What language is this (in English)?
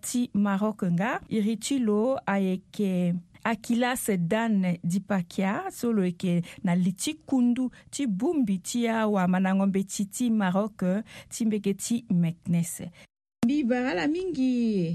Sango